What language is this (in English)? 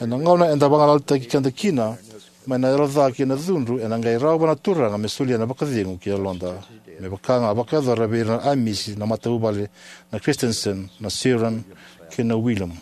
Fijian